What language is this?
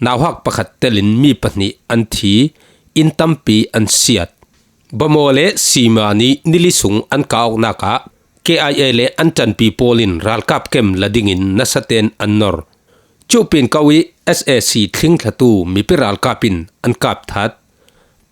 Falam Chin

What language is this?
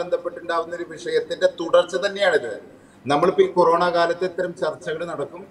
Malayalam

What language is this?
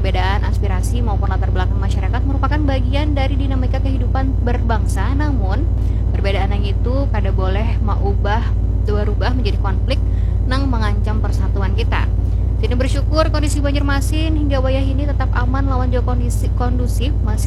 Banjar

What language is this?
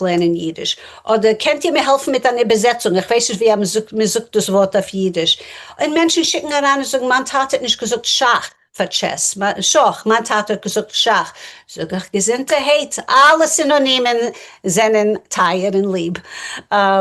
Yiddish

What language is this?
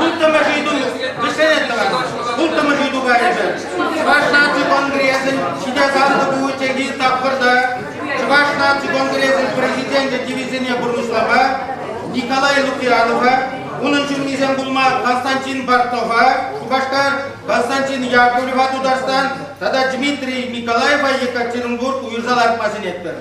Chuvash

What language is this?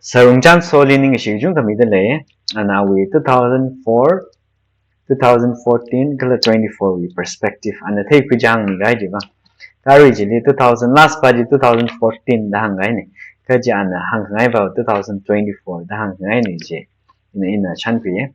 Tangkhul Naga (India)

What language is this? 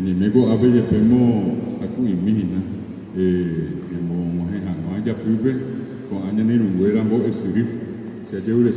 Guarani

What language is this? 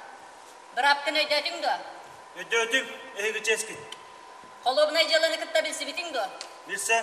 Yakut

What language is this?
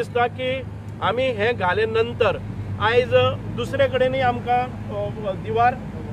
Konkani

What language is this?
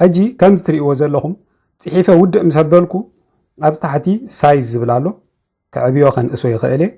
Tigrinya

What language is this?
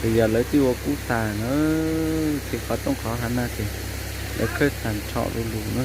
Hmong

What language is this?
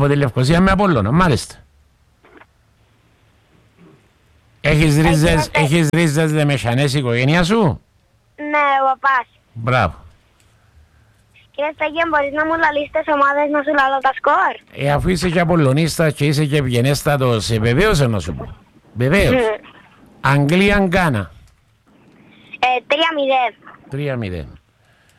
Greek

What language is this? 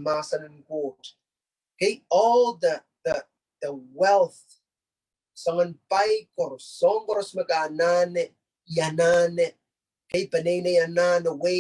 Pohnpeian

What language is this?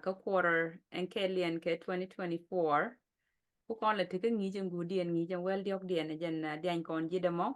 Nuer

